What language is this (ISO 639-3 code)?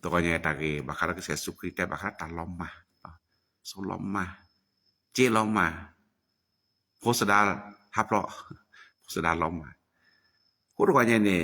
ksw